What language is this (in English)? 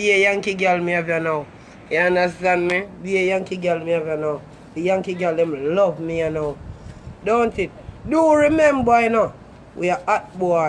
Jamaican Creole English